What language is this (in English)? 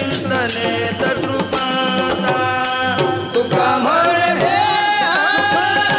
Marathi